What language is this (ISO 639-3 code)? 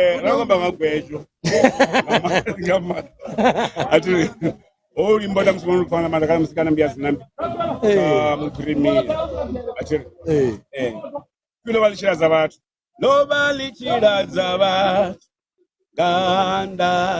ven